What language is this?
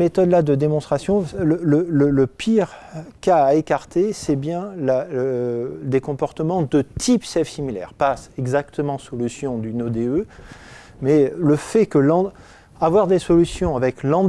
French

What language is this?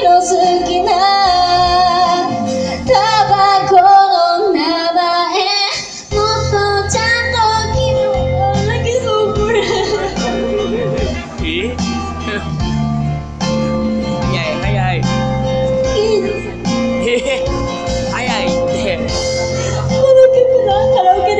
Japanese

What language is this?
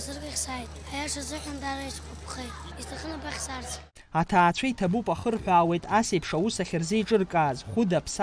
Abkhazian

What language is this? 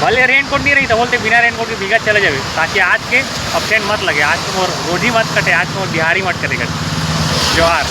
Chhattisgarhi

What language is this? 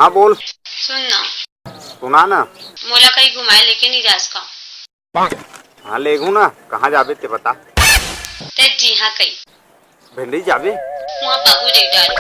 Chhattisgarhi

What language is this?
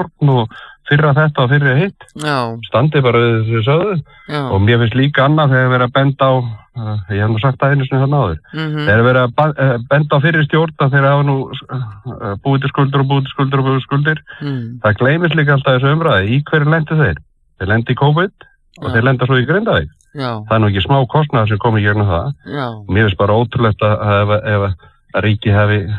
Icelandic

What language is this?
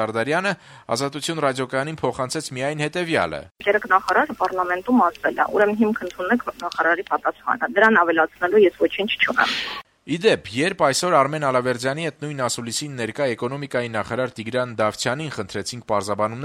Armenian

